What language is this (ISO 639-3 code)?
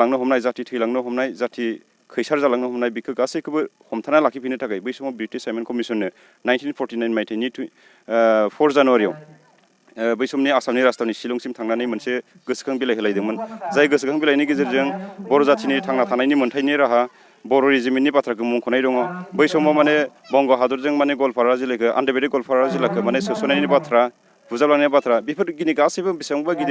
brx